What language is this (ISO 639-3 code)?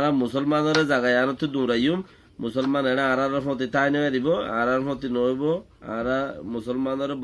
rhg